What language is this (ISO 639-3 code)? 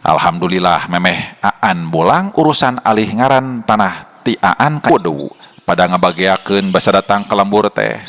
sun